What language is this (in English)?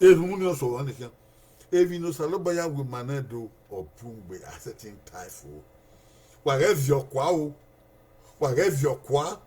Bini